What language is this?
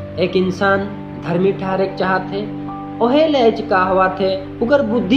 Sadri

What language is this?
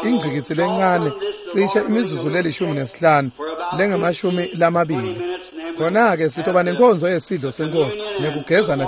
Swati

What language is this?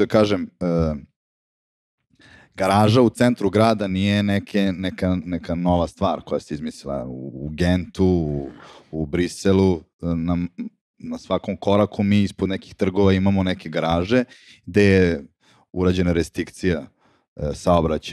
Serbian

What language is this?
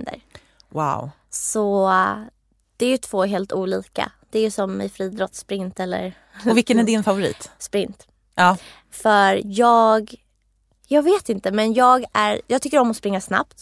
Swedish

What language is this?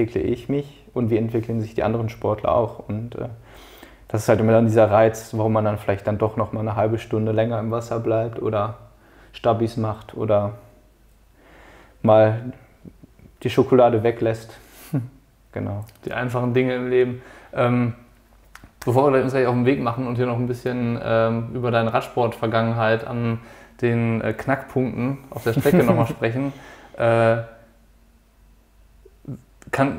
German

